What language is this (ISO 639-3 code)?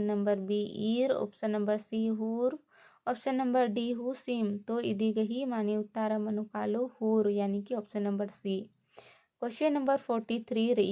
kru